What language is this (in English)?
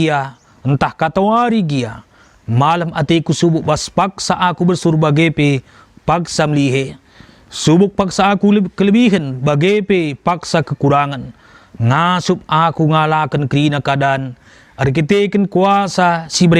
Batak Karo